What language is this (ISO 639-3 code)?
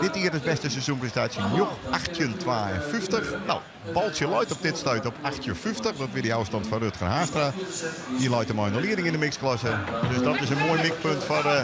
fry